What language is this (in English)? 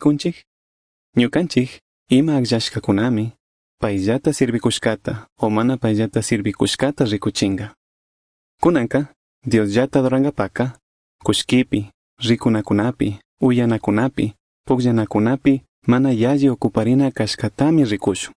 Chimborazo Highland Quichua